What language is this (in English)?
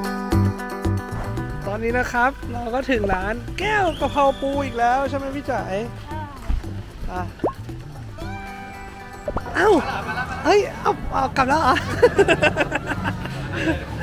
Thai